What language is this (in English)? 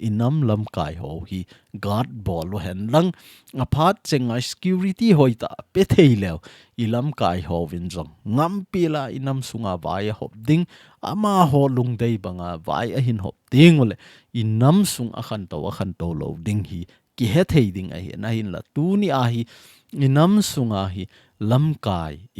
Thado Chin